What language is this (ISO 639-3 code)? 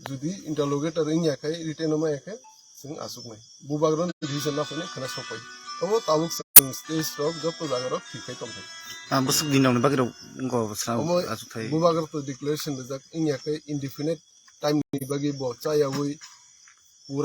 trp